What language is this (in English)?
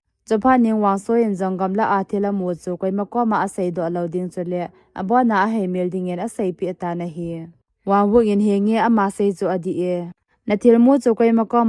Thado Chin